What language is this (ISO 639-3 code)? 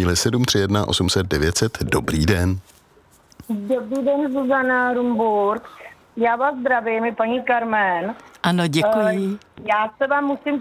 ces